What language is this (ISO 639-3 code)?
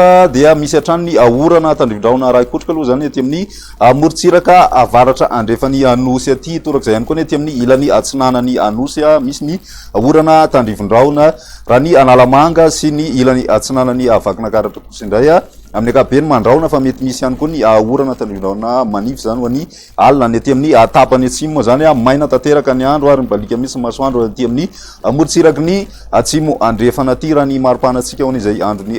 mlg